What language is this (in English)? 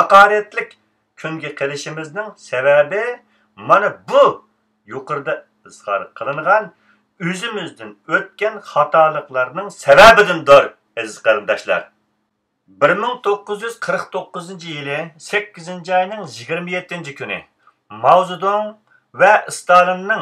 Uyghur